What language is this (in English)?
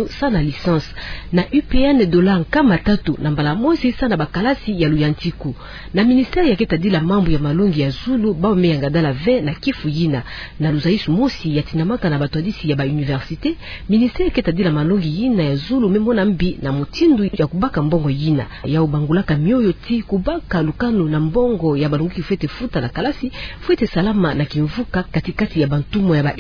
Kituba (Democratic Republic of Congo)